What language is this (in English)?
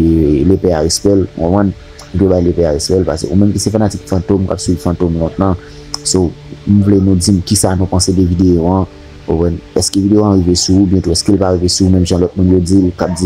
Haitian Creole